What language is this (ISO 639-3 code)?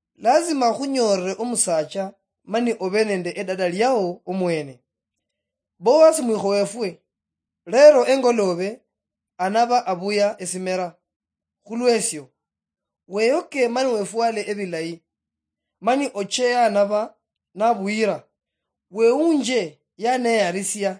luy